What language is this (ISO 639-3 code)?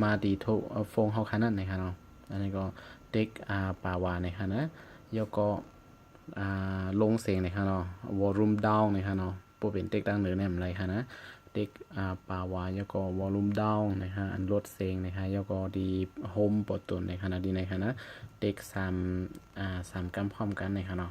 shn